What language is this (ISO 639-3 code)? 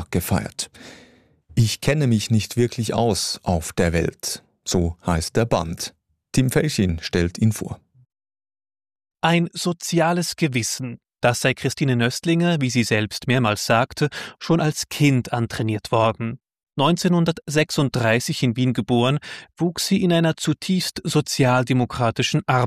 deu